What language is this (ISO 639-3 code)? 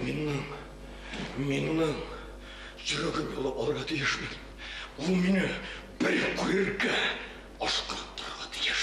bak